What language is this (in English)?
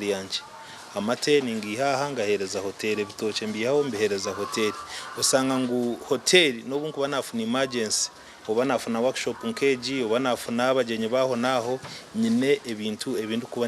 Nyankole